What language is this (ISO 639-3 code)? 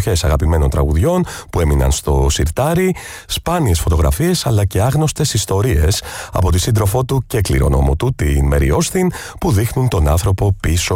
ell